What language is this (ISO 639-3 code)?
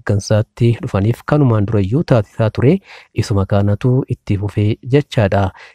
orm